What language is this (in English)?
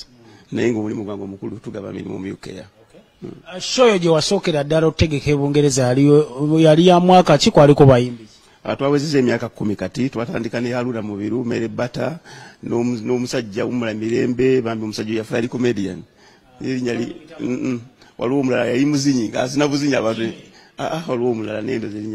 Ganda